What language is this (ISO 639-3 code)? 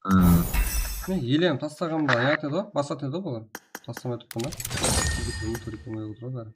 kaa